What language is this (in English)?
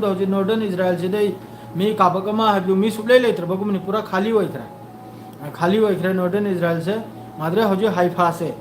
Manipuri